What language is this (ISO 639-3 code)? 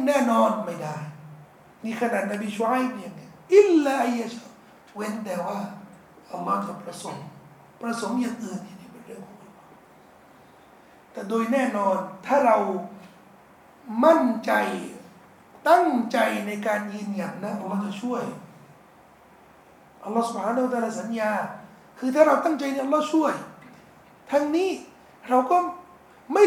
tha